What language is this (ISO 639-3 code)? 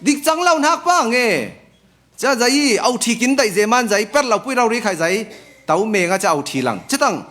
cfm